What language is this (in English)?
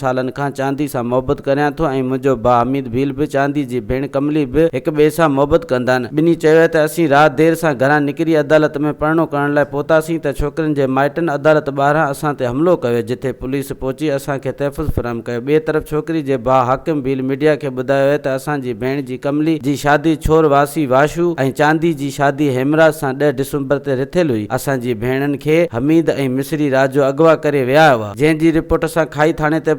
Sindhi